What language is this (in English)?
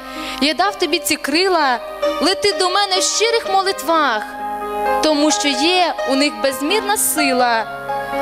Ukrainian